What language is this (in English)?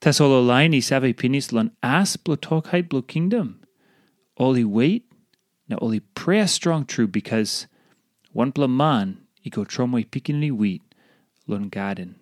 Tok Pisin